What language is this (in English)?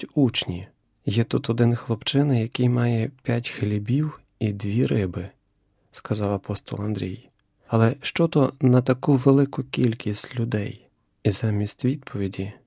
Ukrainian